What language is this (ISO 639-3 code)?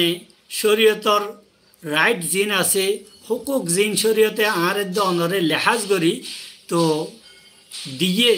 rhg